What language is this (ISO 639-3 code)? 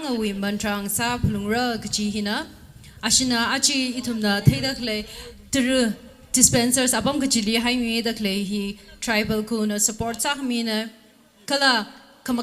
nmf